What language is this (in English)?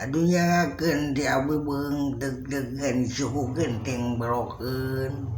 Sundanese